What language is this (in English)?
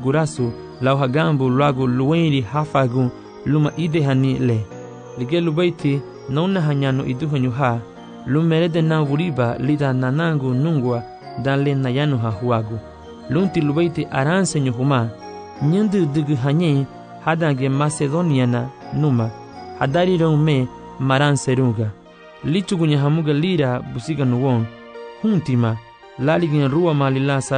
Garifuna